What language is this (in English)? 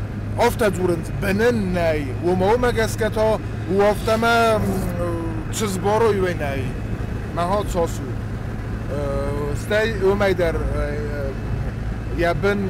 Ossetic